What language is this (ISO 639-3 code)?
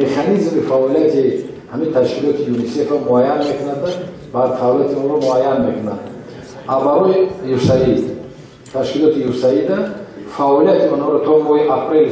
tgk